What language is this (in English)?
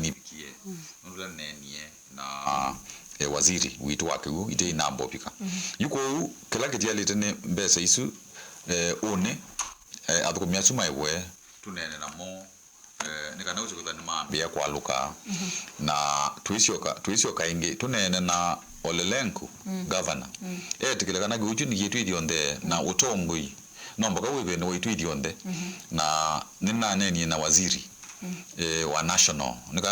Kamba